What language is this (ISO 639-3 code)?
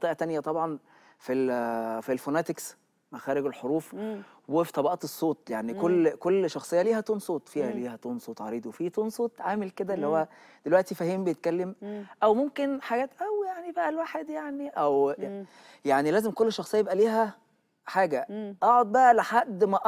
arz